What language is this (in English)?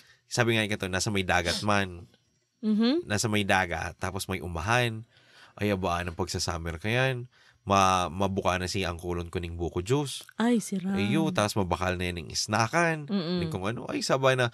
Bikol